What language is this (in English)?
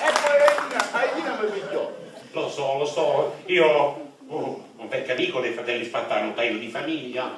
Sicilian